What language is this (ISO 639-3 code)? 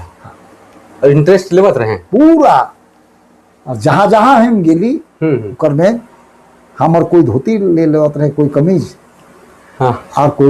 sck